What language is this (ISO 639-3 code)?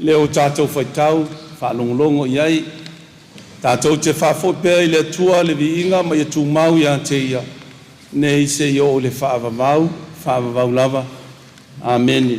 smo